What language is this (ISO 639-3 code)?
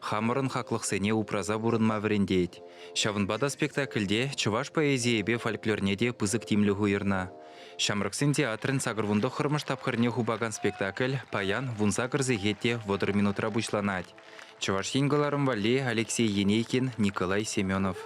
chv